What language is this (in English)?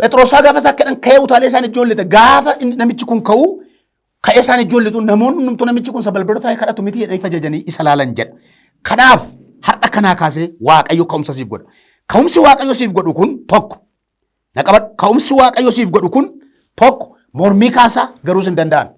Oromo